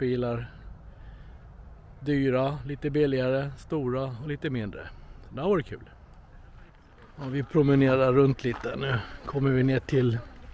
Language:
Swedish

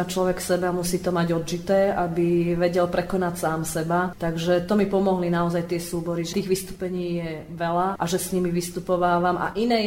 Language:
Slovak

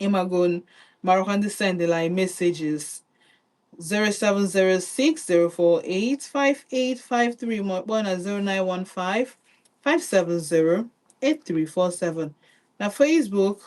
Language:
Igbo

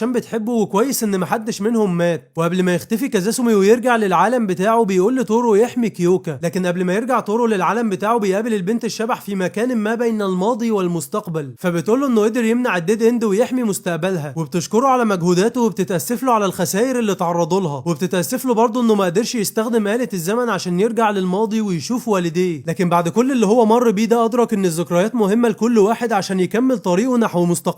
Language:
Egyptian Arabic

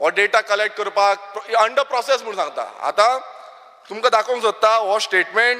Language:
Konkani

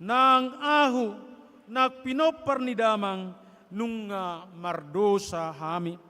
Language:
Batak Toba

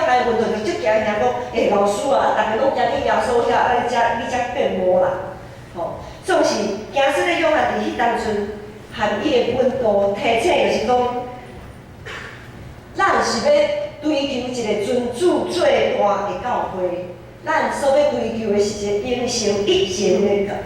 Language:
Min Nan Chinese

